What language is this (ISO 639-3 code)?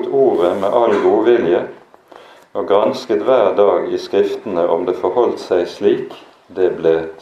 nor